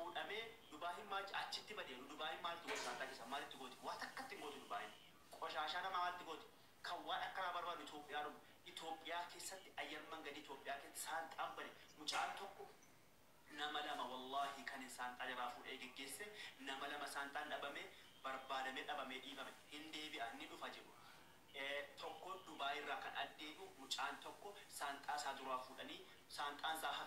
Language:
Oromo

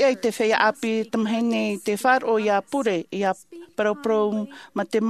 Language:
Tahitian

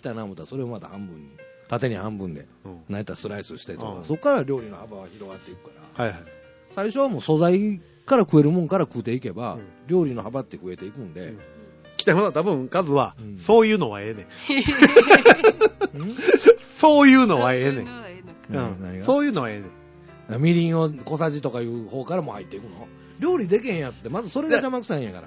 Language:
Japanese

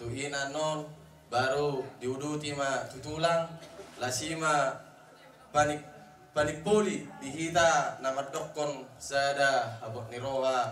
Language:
Batak Toba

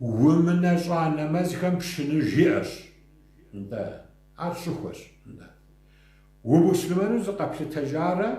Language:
Kabardian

